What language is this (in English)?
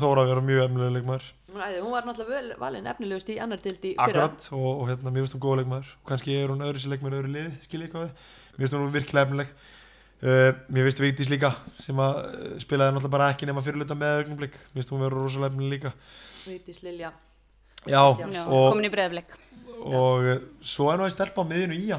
Icelandic